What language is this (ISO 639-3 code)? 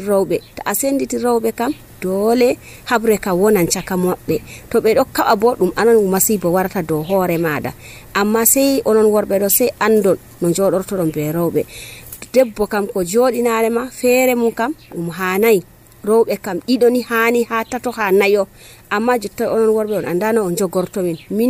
fuv